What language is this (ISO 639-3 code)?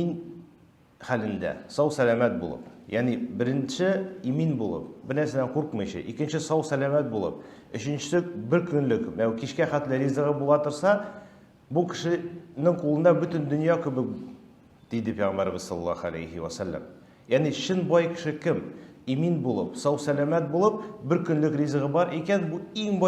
tat